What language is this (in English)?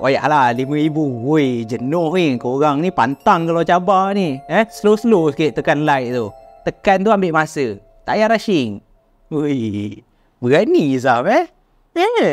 Malay